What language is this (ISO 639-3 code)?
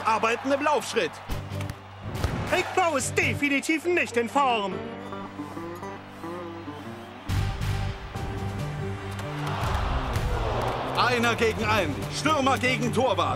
deu